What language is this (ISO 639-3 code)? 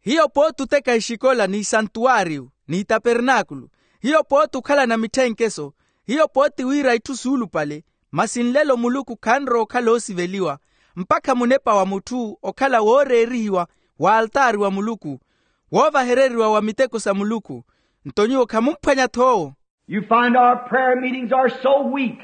vmw